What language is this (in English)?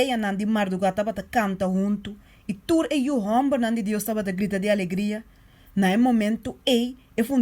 Papiamento